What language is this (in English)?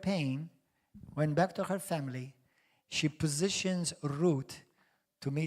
English